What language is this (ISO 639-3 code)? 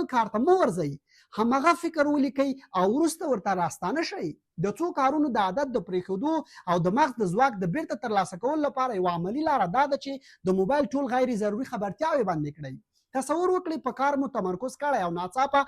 pus